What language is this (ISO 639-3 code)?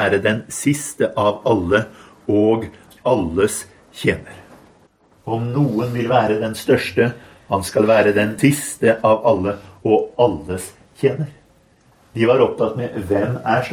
nor